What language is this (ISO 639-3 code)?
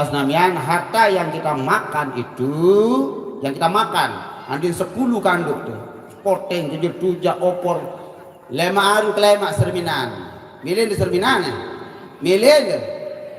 sas